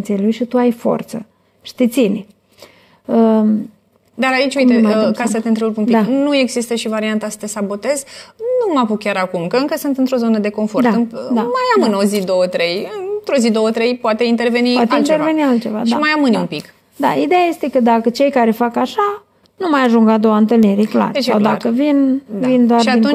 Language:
Romanian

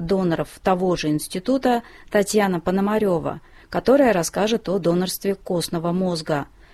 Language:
Russian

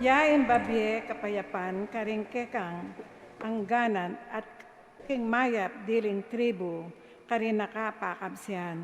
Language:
Pampanga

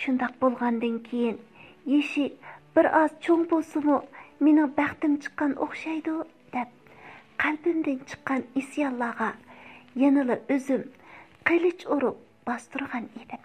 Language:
Uyghur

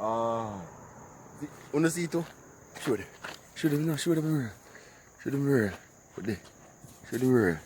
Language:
Jamaican Creole English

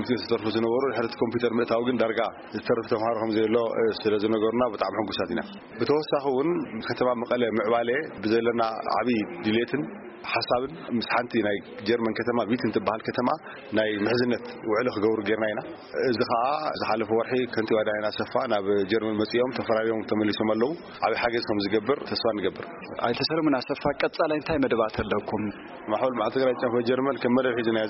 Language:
Tigrinya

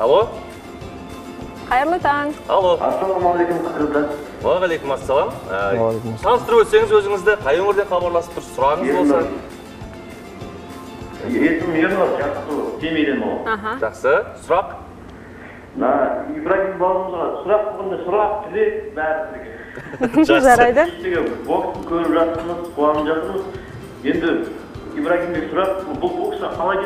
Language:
Kazakh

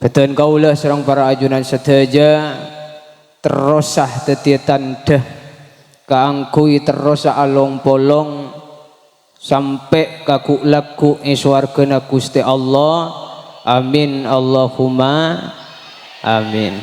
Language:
Madurese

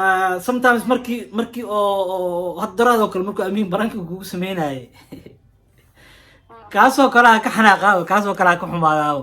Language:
Somali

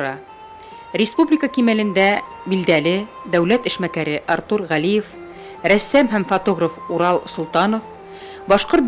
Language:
Bashkir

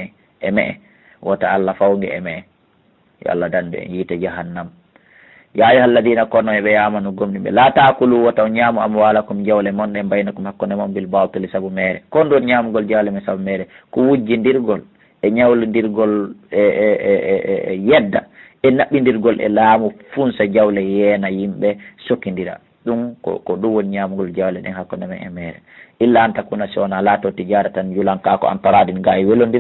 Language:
Fula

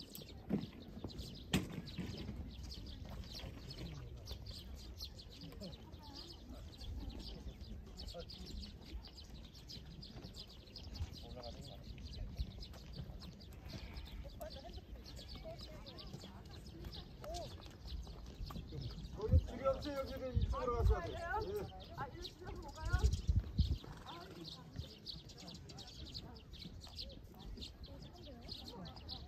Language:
Korean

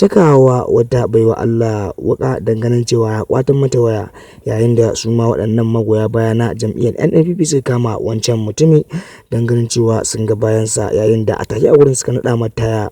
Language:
Hausa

